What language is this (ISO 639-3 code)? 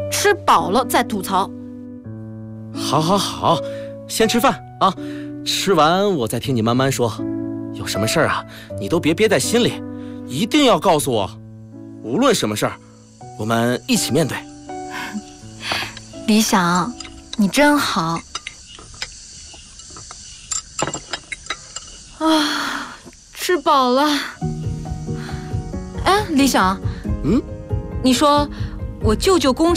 zho